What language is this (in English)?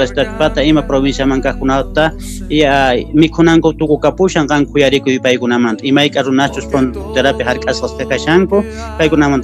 Quechua